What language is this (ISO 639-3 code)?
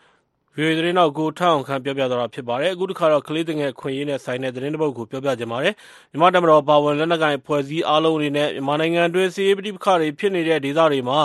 mya